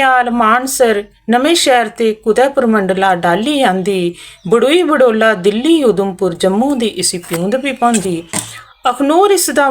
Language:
Dogri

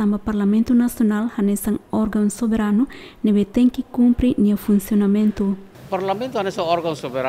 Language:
Tetum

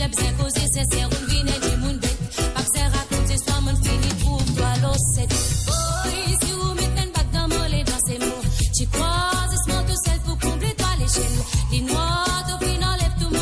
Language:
Morisyen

